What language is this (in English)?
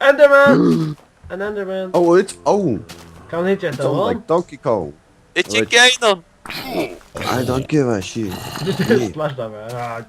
Faroese